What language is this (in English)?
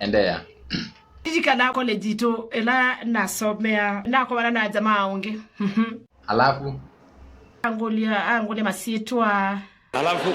Kamba